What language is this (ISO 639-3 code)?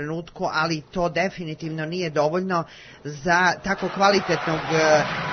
srp